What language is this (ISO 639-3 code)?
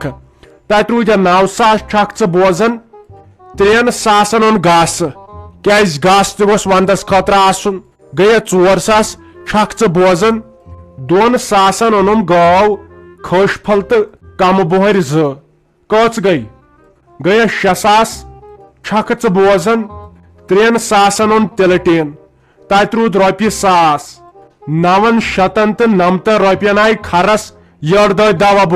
kas